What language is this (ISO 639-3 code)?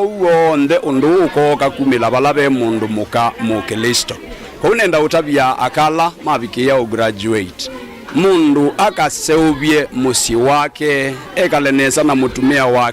kam